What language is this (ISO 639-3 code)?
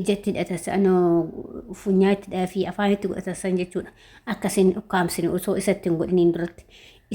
orm